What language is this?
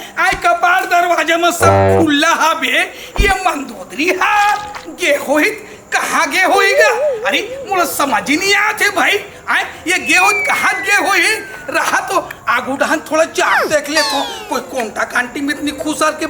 Chhattisgarhi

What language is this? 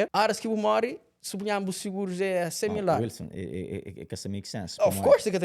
Kabuverdianu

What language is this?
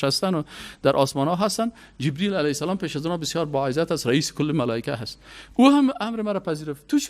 Persian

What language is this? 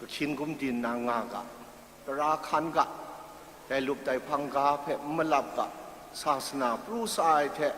Kachin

